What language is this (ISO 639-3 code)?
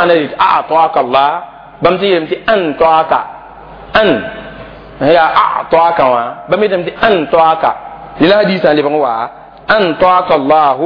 mos